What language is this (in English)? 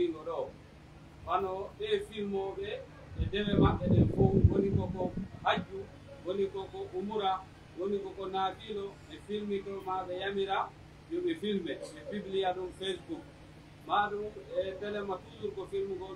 Pular